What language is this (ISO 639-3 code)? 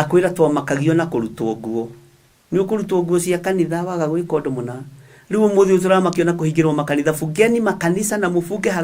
kik